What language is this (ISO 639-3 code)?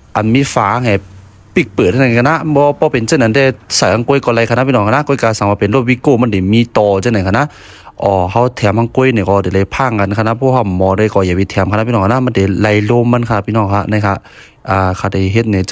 shn